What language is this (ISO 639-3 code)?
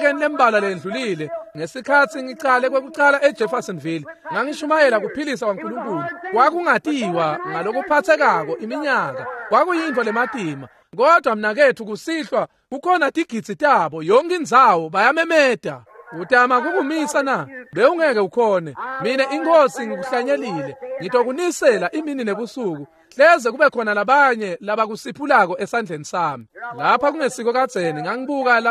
ssw